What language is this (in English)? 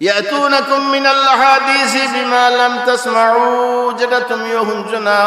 Sylheti